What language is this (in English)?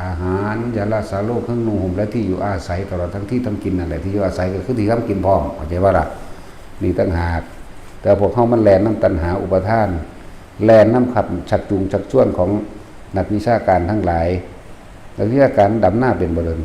Lao